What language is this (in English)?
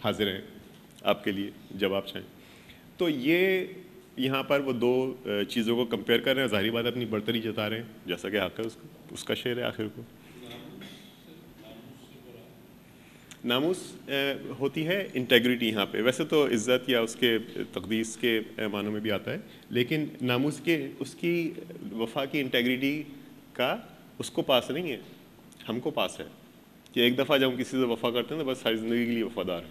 Urdu